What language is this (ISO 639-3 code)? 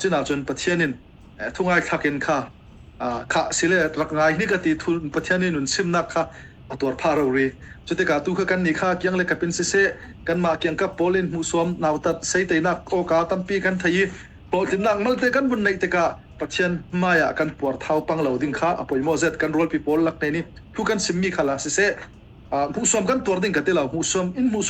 cfm